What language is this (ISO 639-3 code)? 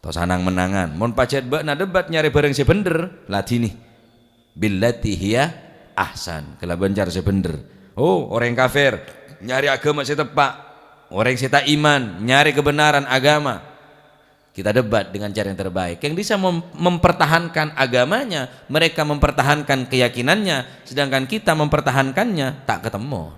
mad